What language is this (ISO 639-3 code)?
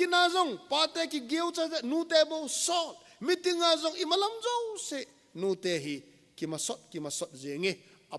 tcz